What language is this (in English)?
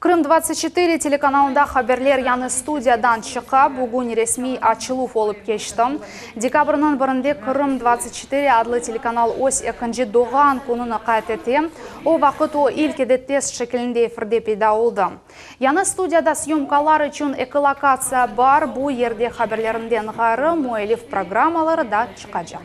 Crimean Tatar